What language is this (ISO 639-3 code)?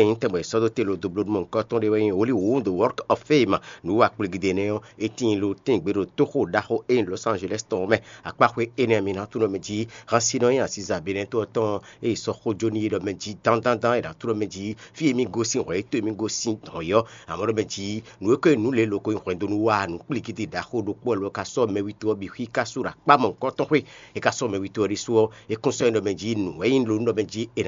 fon